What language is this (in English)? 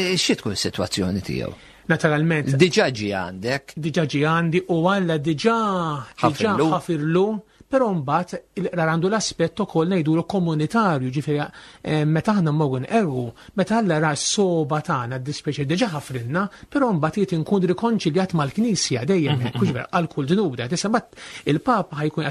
Maltese